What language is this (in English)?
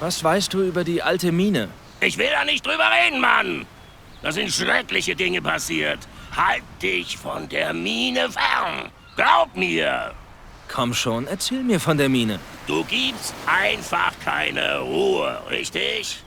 Bavarian